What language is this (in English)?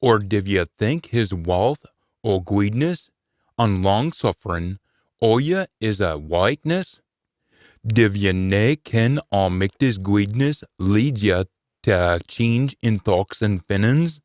Scots